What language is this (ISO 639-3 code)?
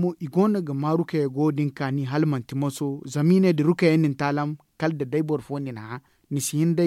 dje